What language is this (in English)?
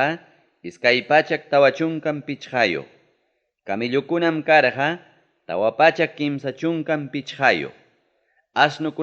Ayacucho Quechua